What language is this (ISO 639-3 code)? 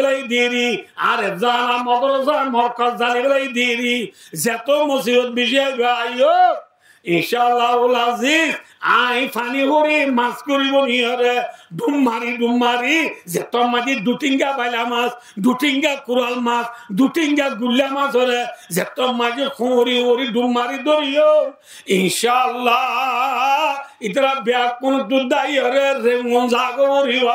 rhg